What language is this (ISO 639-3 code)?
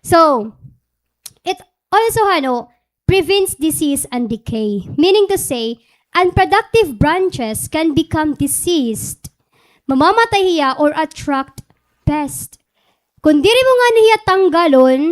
war